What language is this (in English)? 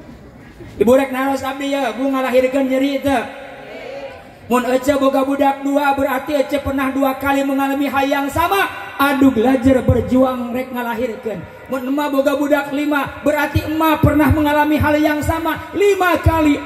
Sundanese